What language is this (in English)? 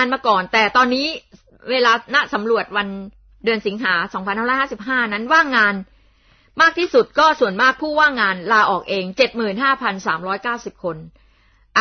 Thai